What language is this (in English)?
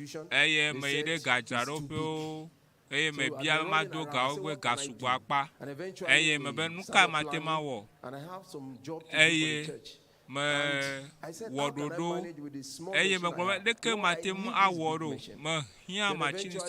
Ewe